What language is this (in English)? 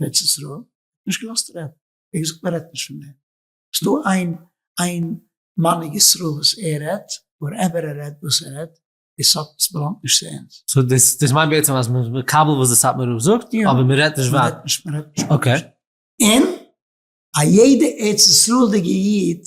Yiddish